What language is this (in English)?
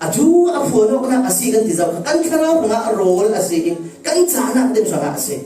Falam Chin